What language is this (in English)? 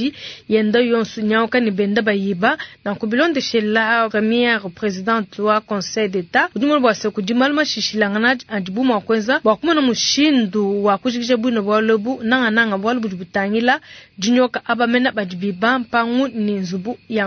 Luba-Lulua